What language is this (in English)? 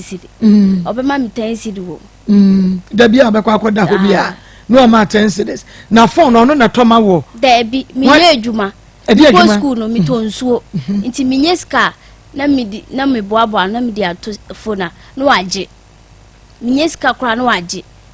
Akan